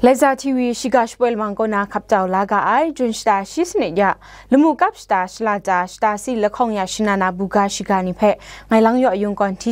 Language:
Kachin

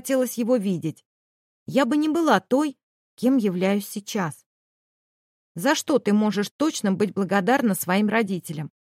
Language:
Russian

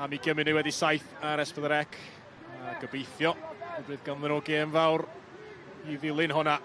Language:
Welsh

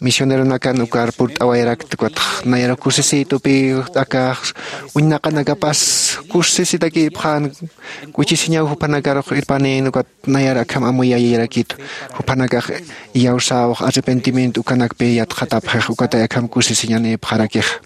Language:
Aymara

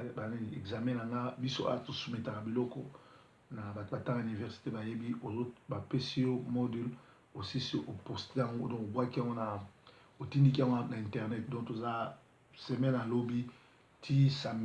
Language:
Lingala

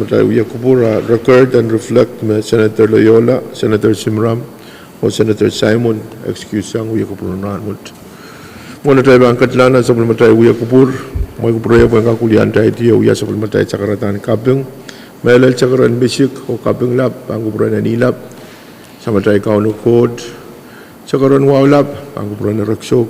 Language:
Pohnpeian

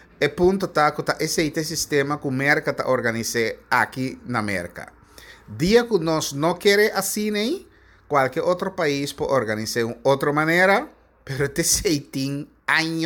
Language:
Papiamento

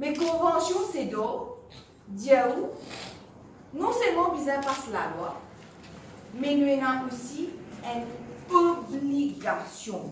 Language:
Morisyen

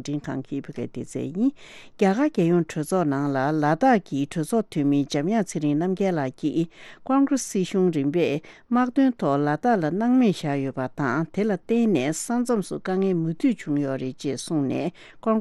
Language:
Tibetan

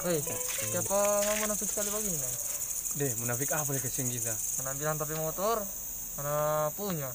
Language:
Manado Malay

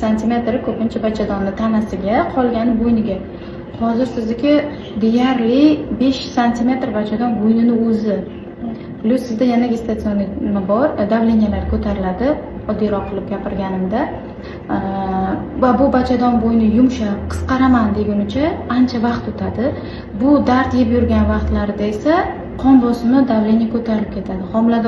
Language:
Uzbek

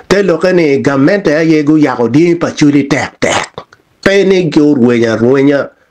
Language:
Acoli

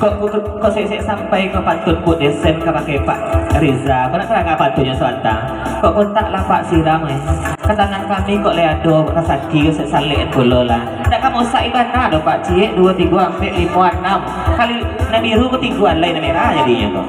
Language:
Minangkabau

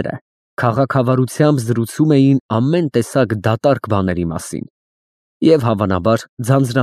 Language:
Armenian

